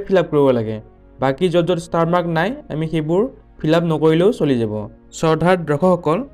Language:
Assamese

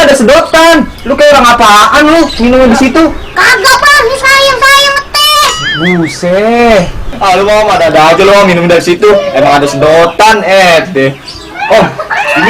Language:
Betawi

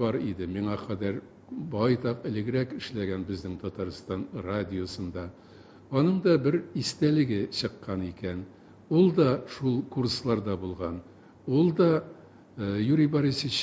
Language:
Tatar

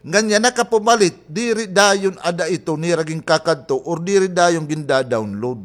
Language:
Waray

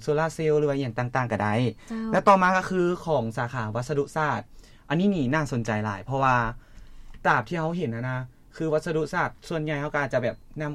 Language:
Lao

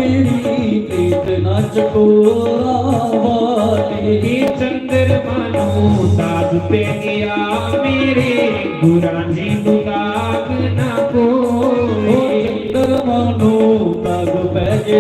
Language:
Dogri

